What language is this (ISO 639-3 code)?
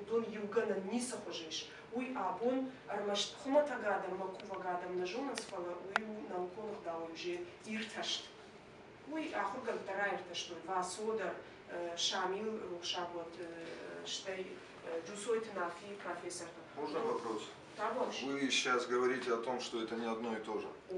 oss